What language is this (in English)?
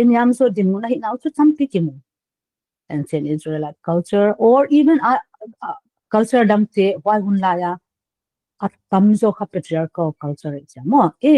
Paite Chin